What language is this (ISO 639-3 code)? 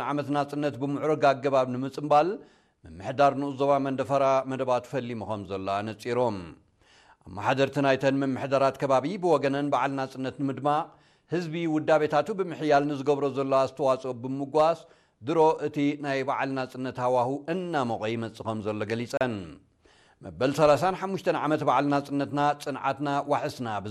tir